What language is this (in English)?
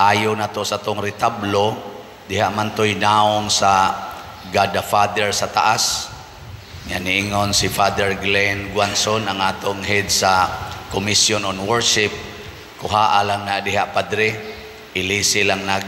Cebuano